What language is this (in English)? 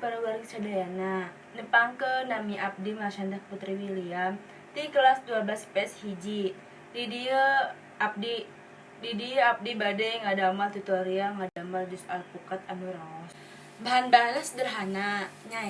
Sundanese